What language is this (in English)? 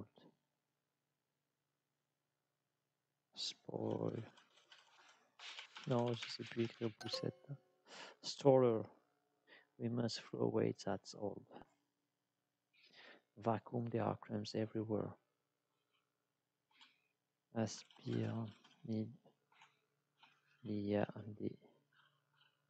French